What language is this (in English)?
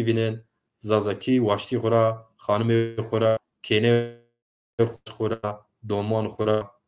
Zaza